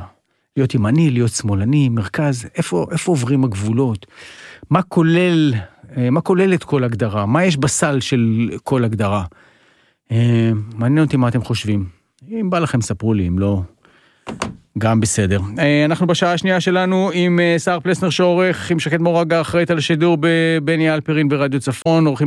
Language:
Hebrew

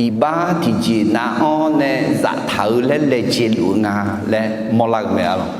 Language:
Akha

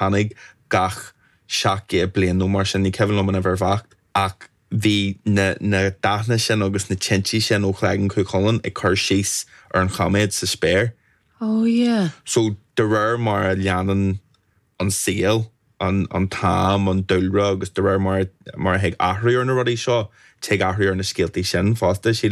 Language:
Irish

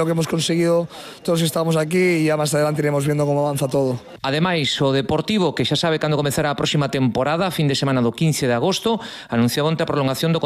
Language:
Galician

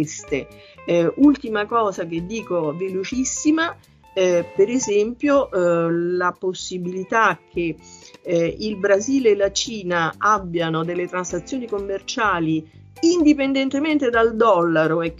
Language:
Italian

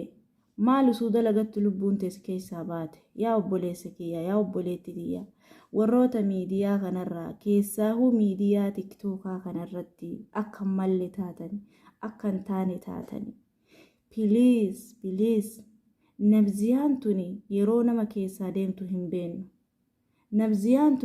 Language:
Oromo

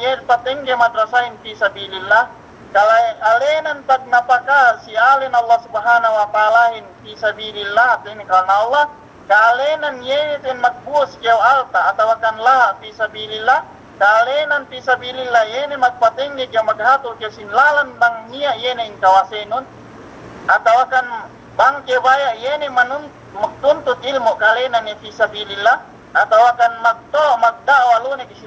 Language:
Yakan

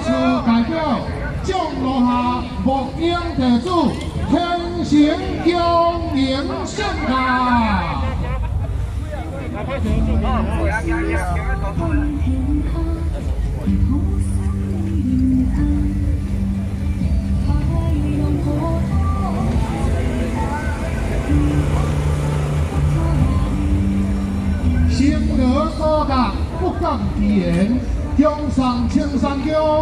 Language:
Chinese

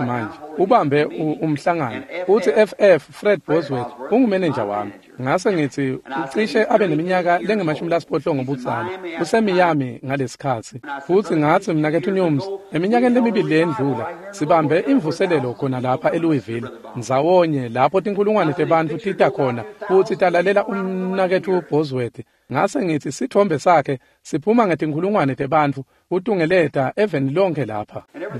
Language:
Swati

